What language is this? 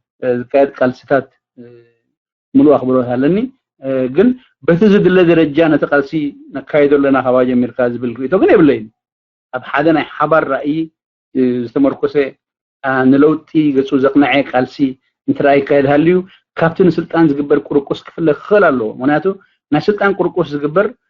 Tigrinya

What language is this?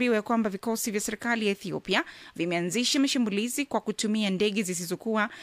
Swahili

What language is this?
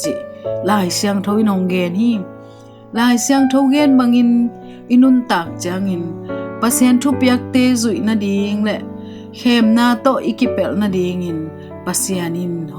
Tedim Chin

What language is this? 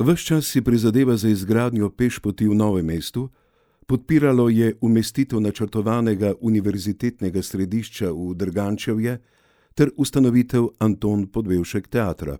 Slovenian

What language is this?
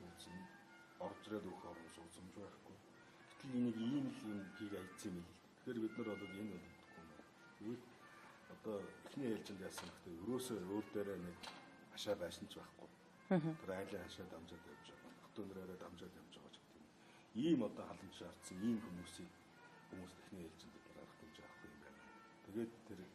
Mongolian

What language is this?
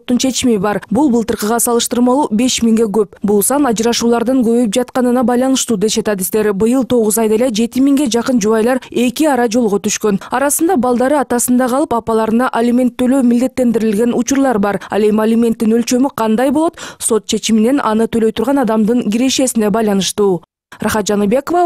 Kyrgyz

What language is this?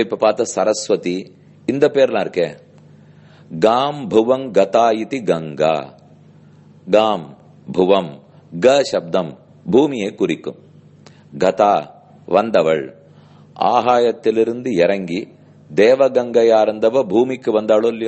Tamil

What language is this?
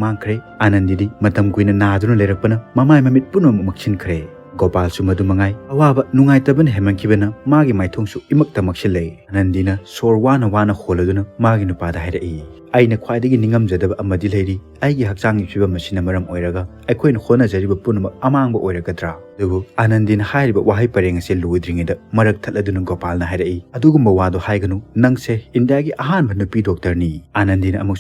Manipuri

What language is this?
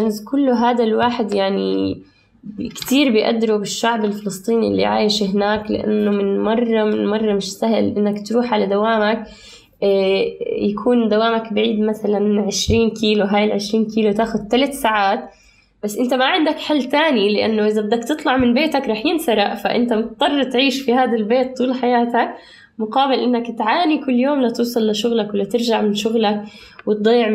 North Levantine Arabic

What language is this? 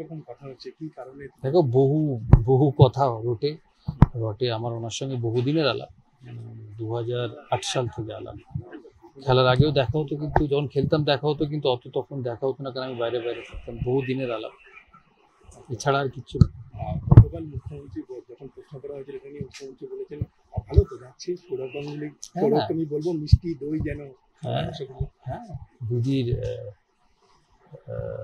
Bangla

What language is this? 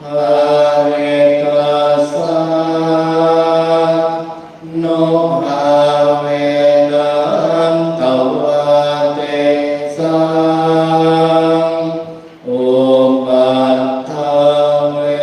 Pali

